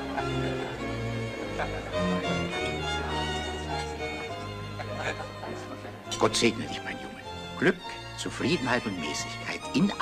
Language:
German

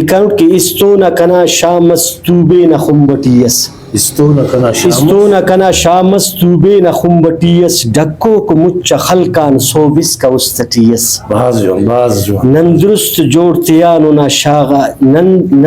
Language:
Brahui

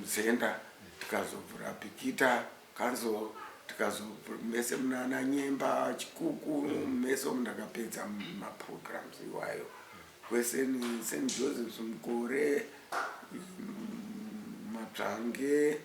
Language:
Shona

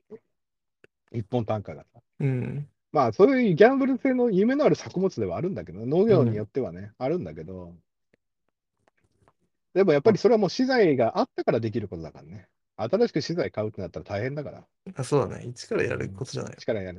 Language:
Japanese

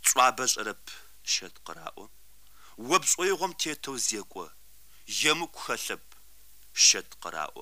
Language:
Kabardian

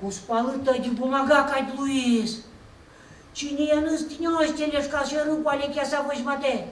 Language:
Udmurt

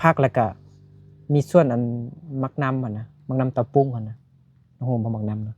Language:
Lao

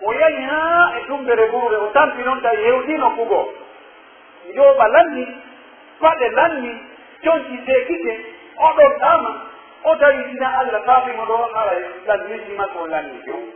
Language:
Pular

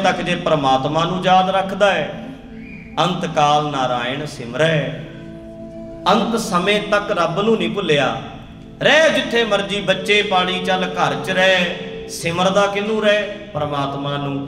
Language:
Punjabi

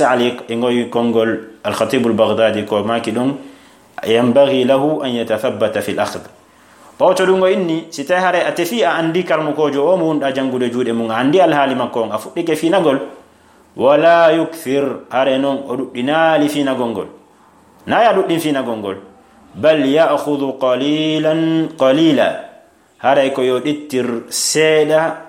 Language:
Fula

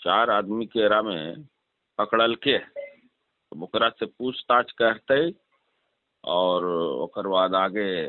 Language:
Magahi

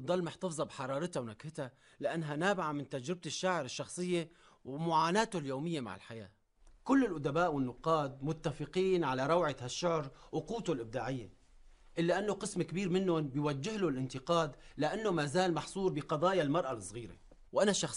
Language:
North Levantine Arabic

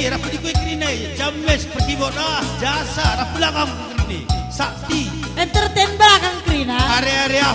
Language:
Batak Karo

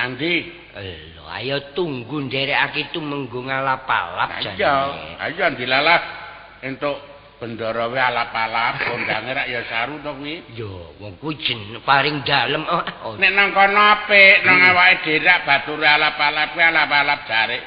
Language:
Javanese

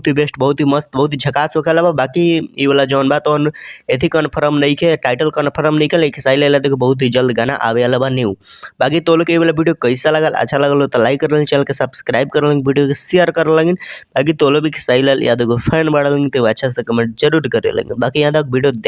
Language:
Bhojpuri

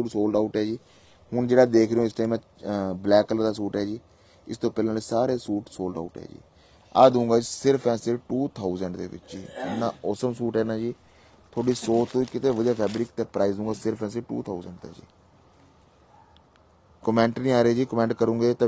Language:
Punjabi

